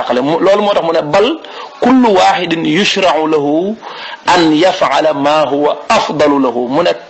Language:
Wolof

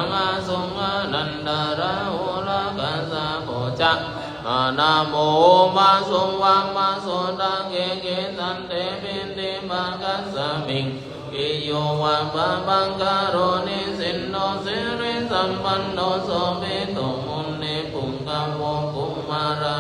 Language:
Pali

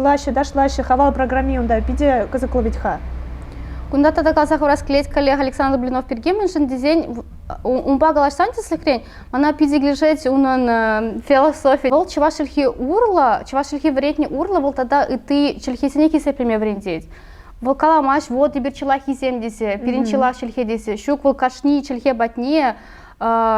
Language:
Chuvash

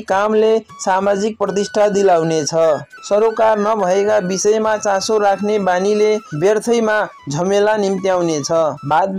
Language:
Nepali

